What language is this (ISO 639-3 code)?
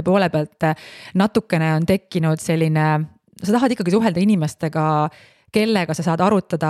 est